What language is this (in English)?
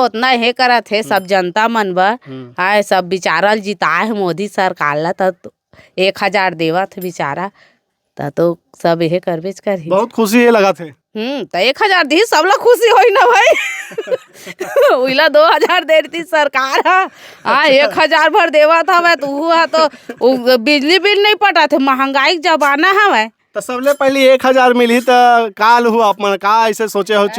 Chhattisgarhi